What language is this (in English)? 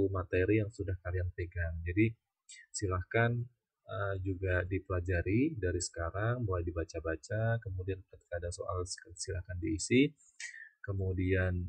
Indonesian